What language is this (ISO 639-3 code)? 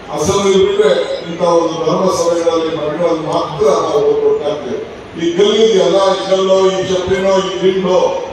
kan